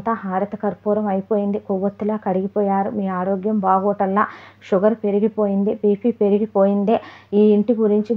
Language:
Telugu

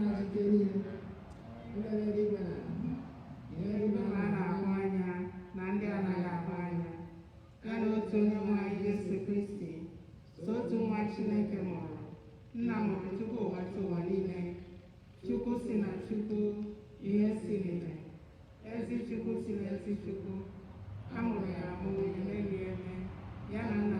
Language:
Igbo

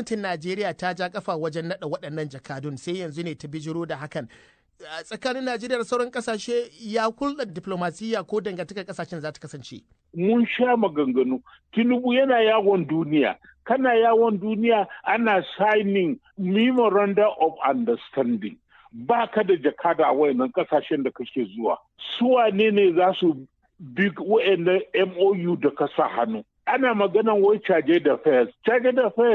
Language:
Hausa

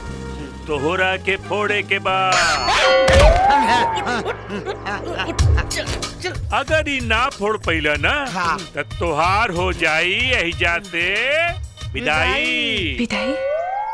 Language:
Bhojpuri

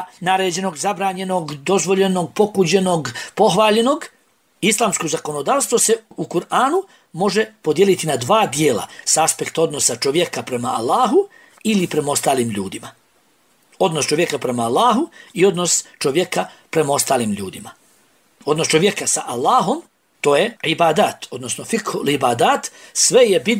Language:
Bosnian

